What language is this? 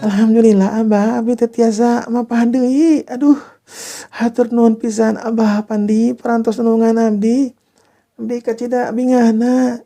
Sundanese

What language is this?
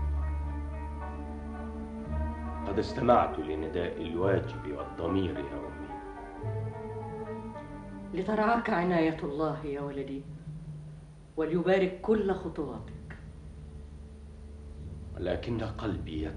Arabic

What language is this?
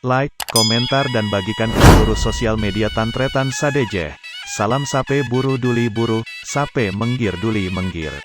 Madurese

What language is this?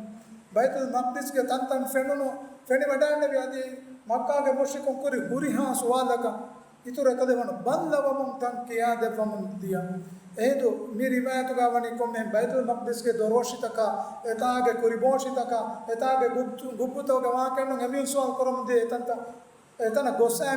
Divehi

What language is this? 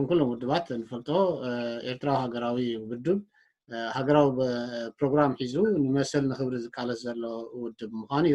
Tigrinya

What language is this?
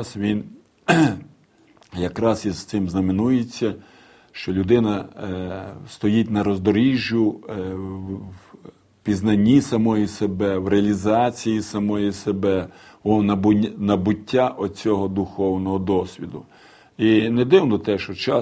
Ukrainian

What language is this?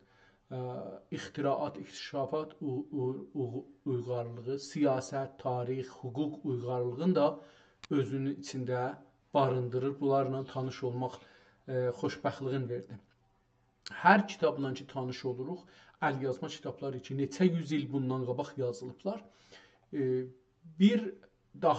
South Azerbaijani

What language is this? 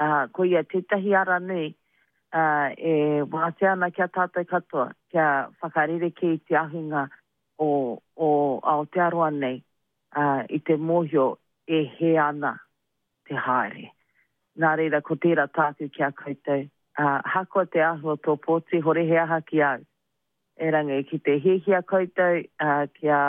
Māori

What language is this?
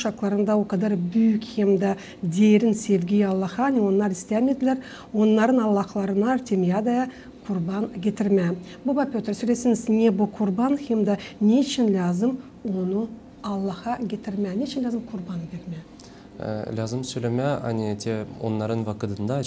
Gagauz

